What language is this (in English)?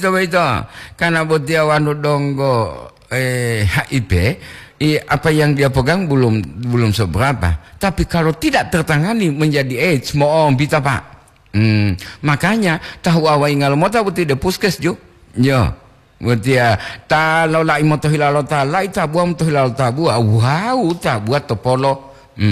Gorontalo